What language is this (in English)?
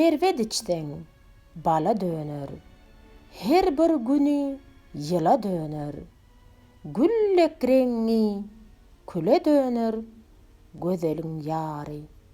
Turkmen